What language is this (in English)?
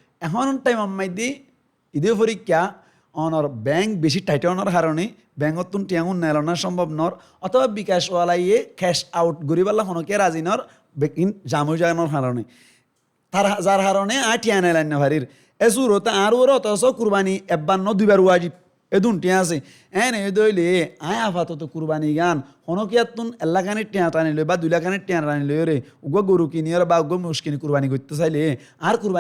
Rohingya